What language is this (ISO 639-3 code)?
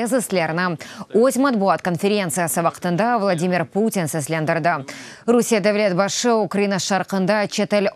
crh